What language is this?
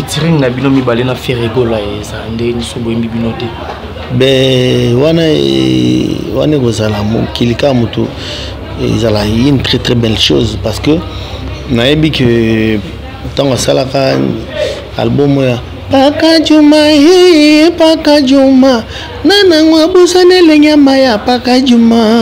Lingala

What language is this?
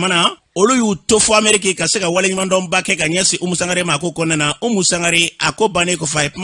Bambara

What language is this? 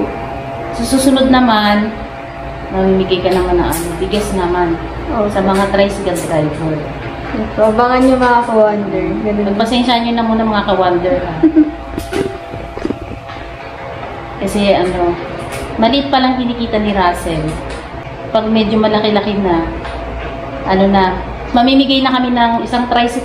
Filipino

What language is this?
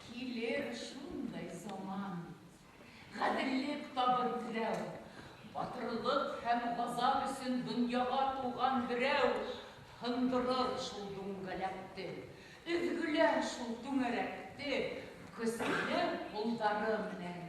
Bashkir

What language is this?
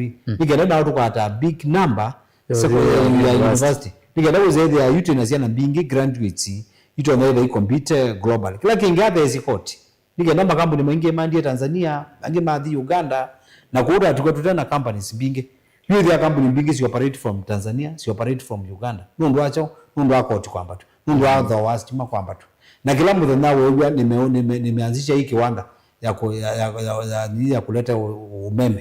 Kamba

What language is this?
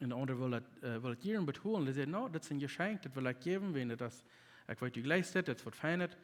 Plautdietsch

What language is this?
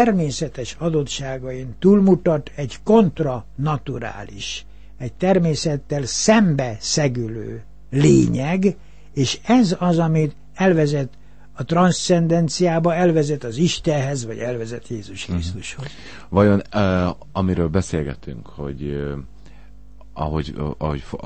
Hungarian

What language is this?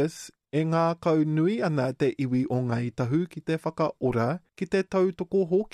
Māori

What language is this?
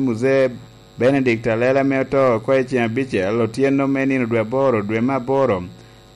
Lango (Uganda)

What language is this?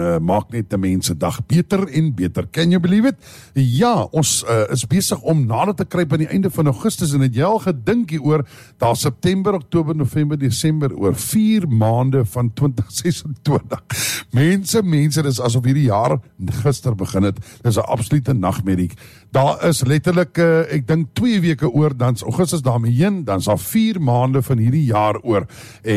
Afrikaans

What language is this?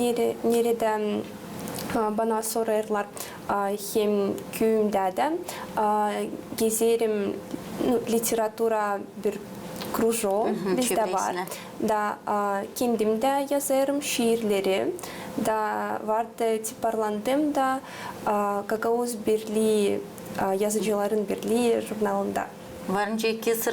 Gagauz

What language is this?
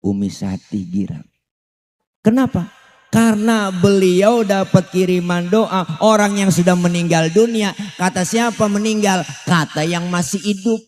Betawi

